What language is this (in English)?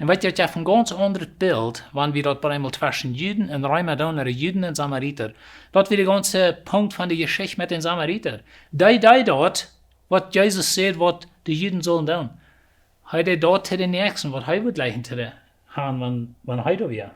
Plautdietsch